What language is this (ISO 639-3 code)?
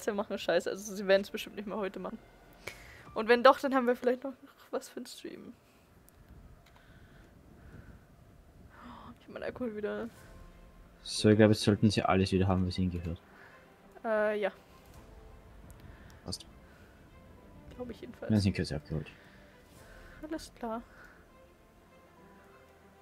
deu